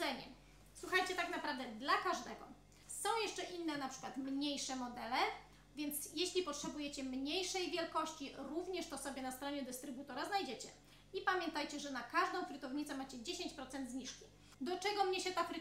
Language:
Polish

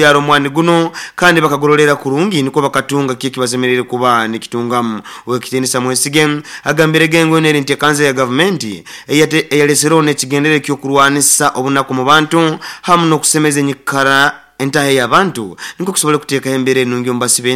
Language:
Nyoro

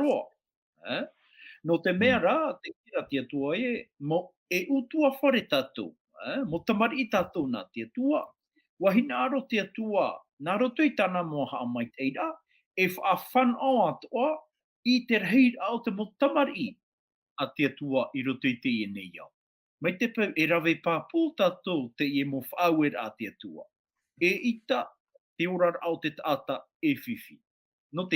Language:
Tahitian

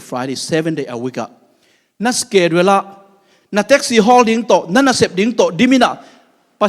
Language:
Tedim Chin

